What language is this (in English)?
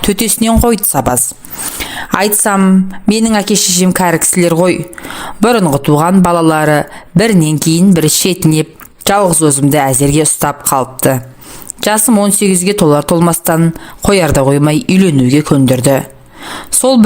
Kazakh